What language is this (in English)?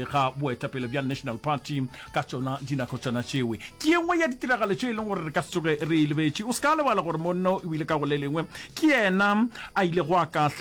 Northern Sotho